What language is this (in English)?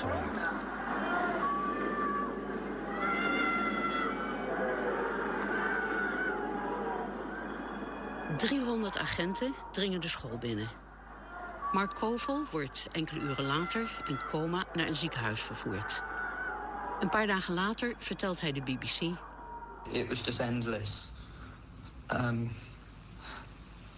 Dutch